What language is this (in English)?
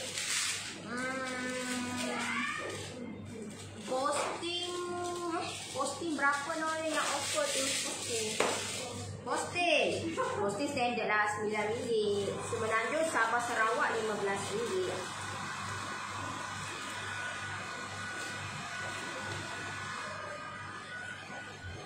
Malay